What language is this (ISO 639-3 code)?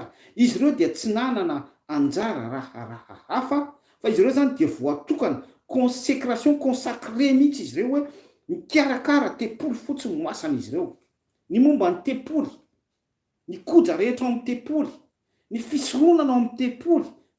mlg